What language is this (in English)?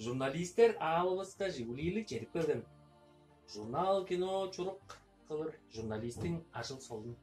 Tuvinian